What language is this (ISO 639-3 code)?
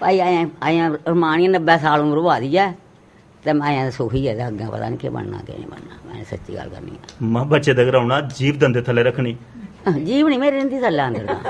doi